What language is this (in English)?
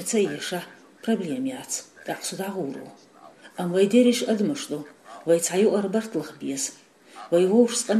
Chechen